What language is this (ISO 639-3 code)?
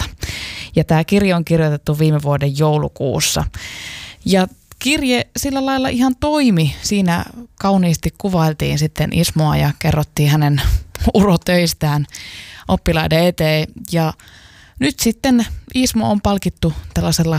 fin